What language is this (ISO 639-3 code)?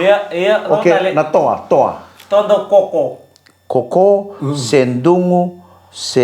fij